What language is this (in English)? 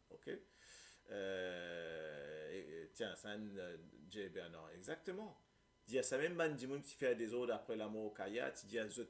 Morisyen